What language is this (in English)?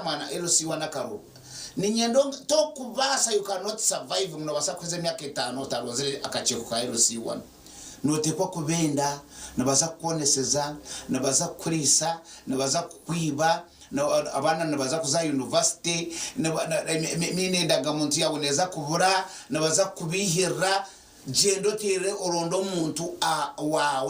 Nyankole